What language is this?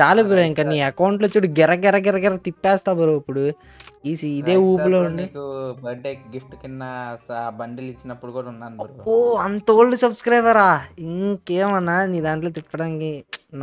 Telugu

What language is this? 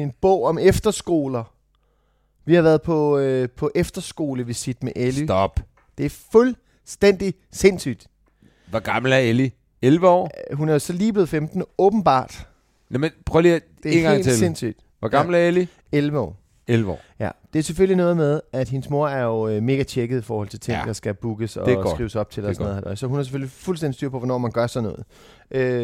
Danish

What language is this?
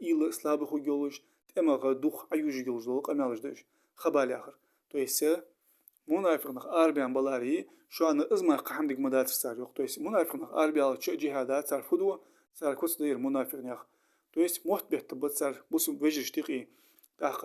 Ingush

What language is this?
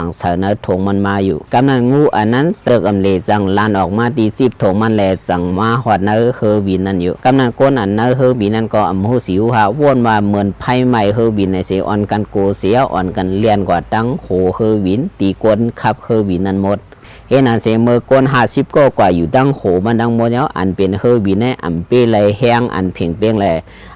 Shan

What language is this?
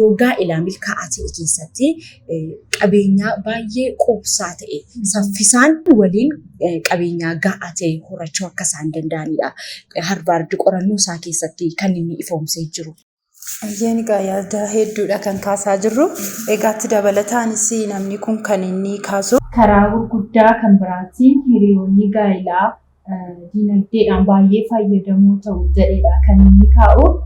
Oromo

